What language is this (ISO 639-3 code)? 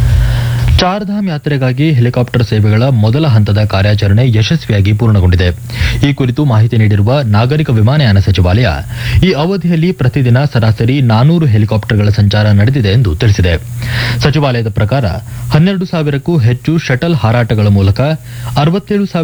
kan